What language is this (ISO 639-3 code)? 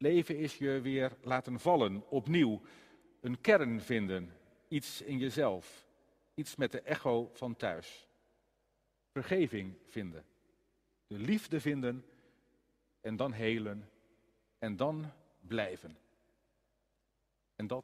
nld